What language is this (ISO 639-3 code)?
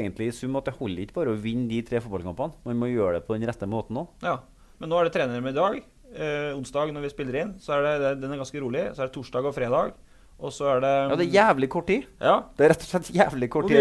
nor